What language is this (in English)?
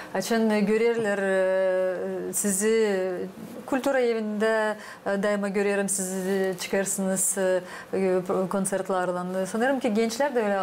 Gagauz